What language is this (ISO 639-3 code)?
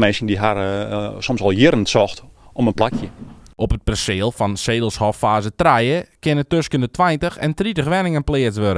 fry